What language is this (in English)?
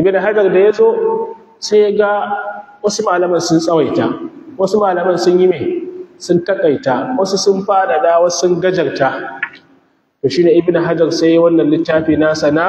Hausa